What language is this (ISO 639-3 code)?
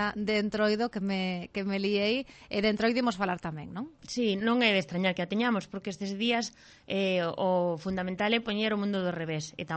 glg